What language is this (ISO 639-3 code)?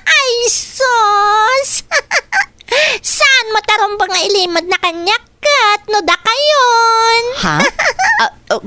ilo